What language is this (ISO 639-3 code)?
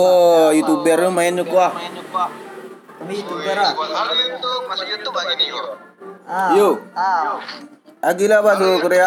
min